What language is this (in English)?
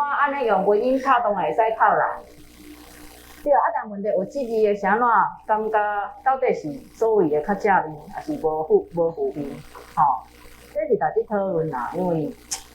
Min Nan Chinese